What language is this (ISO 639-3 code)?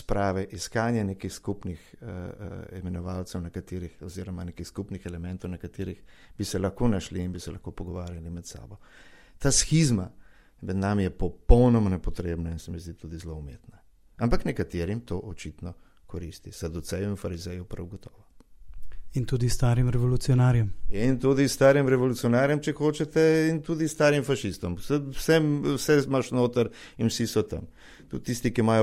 slv